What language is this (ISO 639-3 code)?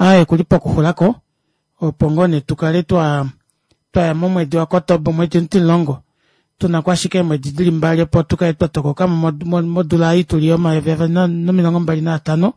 kua